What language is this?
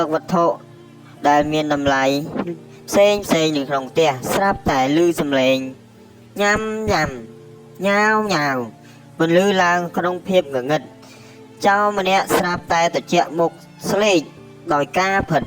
Khmer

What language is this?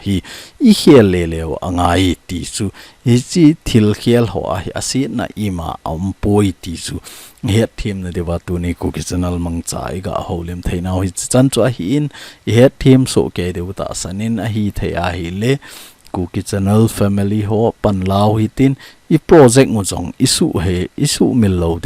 Thado Chin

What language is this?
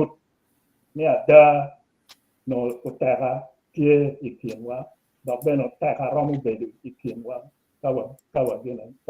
Acoli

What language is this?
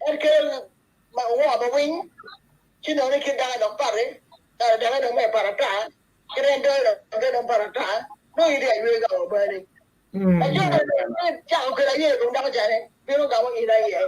Acoli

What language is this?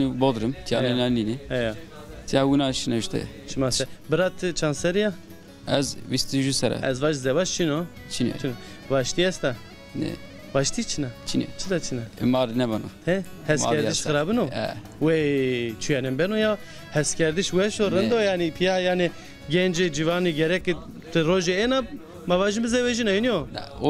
Zaza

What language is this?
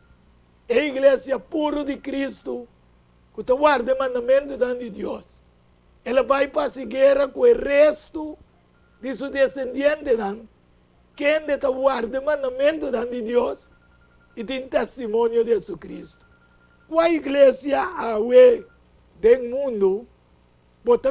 Papiamento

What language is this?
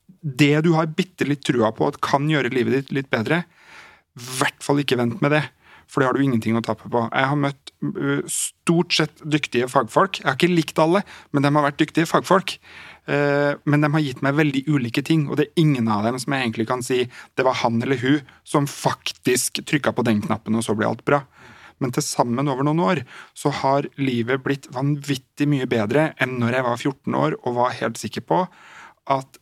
Norwegian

